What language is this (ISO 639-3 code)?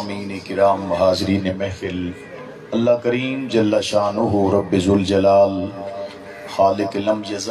skr